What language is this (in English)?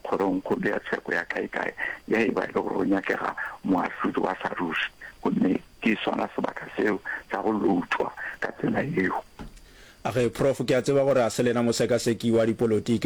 Northern Sotho